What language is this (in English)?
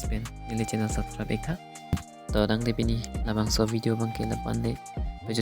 Karbi